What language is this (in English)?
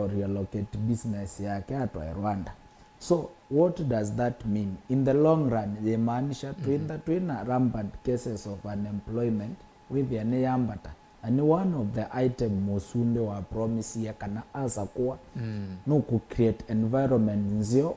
Kamba